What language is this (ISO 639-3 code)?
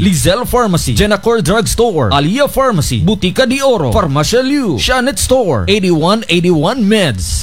ceb